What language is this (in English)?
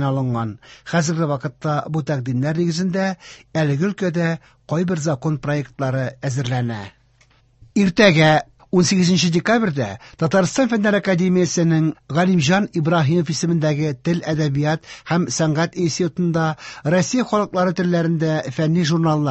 Tatar